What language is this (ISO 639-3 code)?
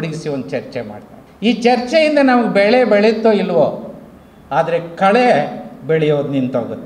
kan